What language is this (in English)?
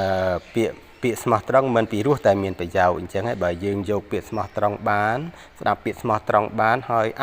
Khmer